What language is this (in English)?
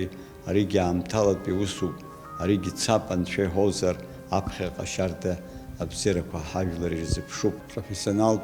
Abkhazian